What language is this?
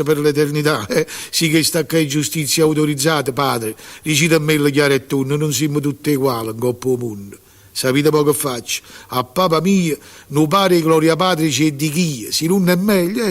Neapolitan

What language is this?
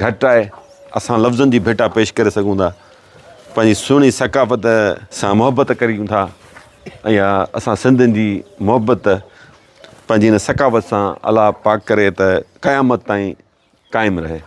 Sindhi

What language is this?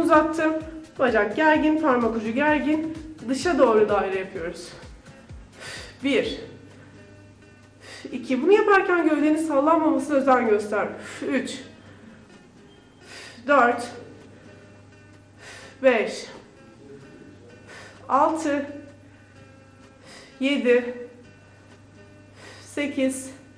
Turkish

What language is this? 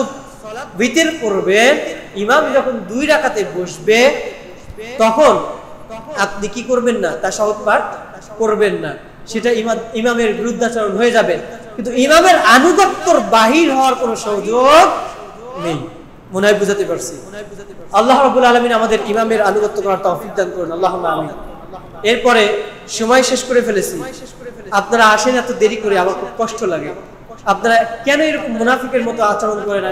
Bangla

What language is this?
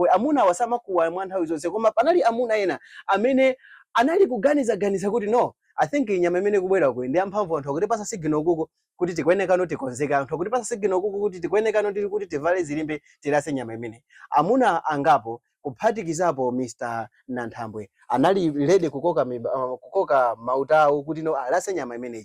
Nyanja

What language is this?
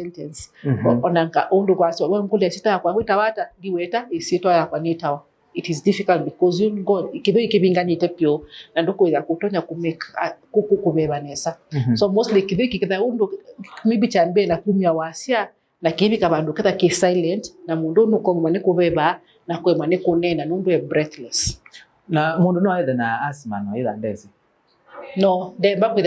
Kamba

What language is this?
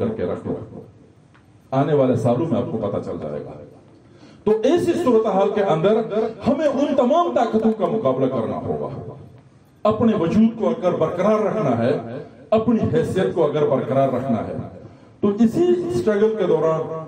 Urdu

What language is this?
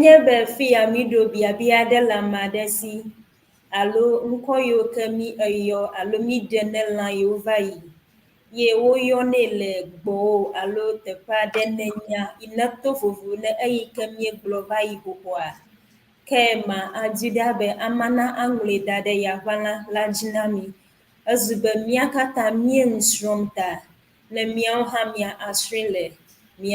Ewe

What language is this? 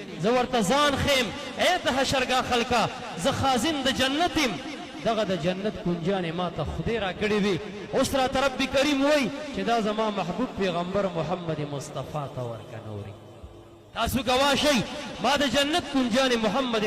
Pashto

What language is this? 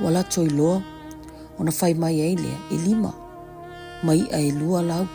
Samoan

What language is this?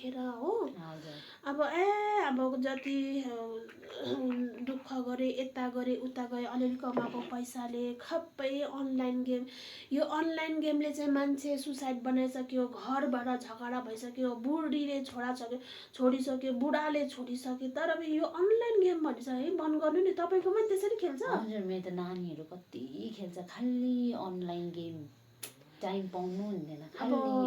Nepali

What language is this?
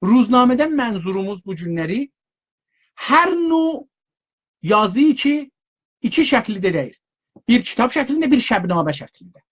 South Azerbaijani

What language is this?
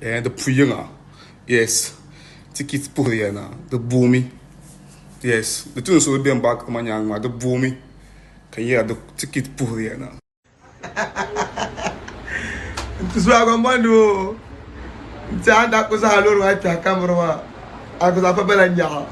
Dagbani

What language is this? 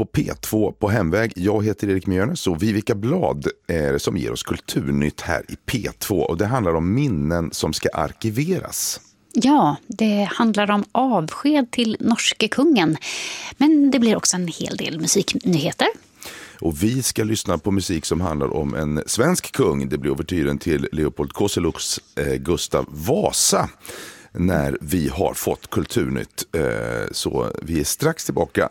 Swedish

